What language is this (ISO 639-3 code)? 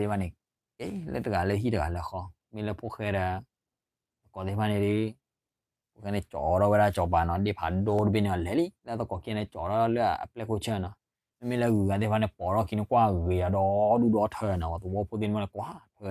ksw